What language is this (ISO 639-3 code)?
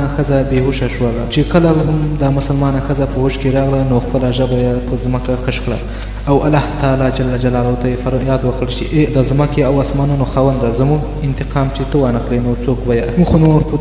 pus